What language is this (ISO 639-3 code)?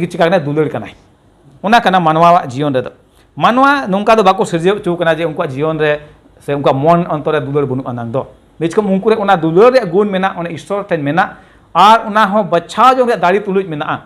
sat